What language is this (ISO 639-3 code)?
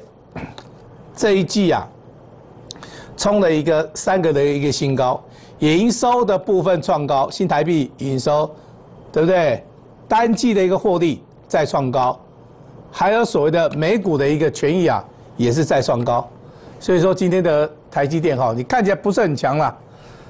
zho